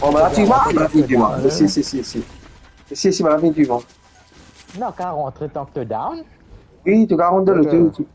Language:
Morisyen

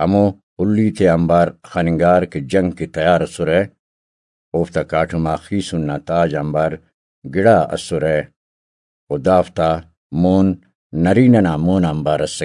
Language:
Brahui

